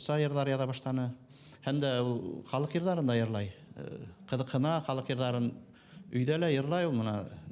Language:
Bashkir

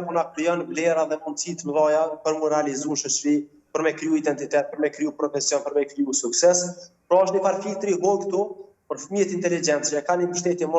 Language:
Albanian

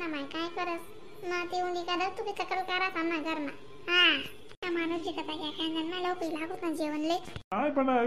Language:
Khandesi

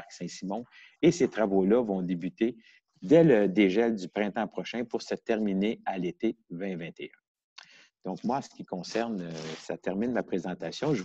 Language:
French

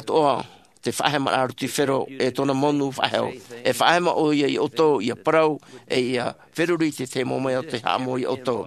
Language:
Tahitian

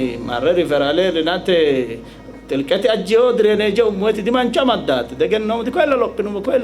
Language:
Sidamo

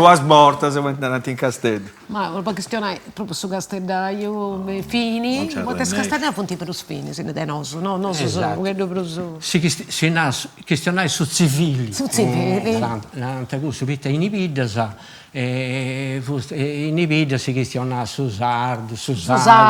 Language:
Sardinian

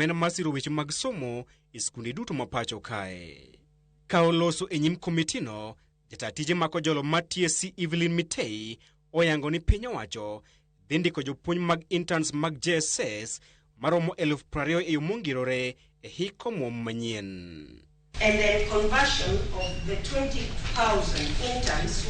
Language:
Luo (Kenya and Tanzania)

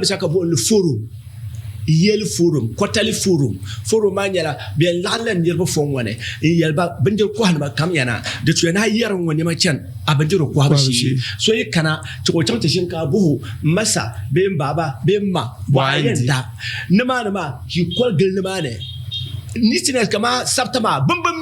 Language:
Dagbani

